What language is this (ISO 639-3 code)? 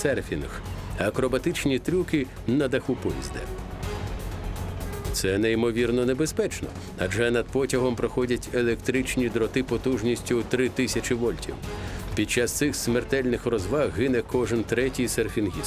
ukr